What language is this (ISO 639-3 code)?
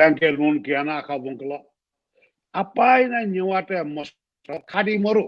new